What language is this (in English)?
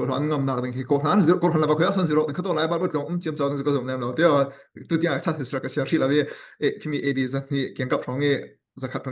Falam Chin